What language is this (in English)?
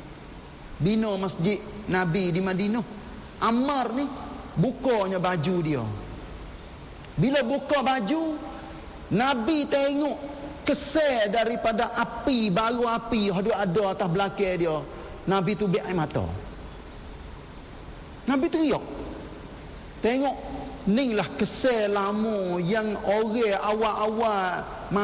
Malay